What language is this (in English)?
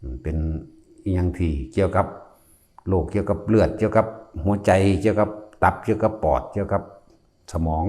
Northeastern Thai